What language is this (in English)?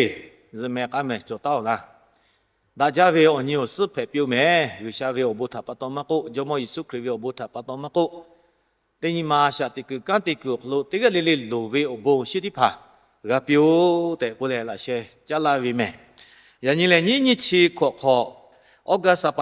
Lahu